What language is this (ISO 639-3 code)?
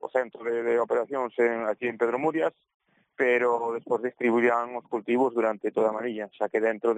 glg